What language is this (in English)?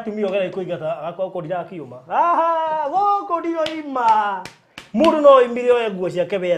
Kikuyu